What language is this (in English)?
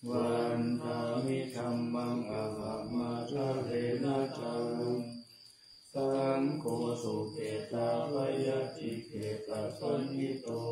Pali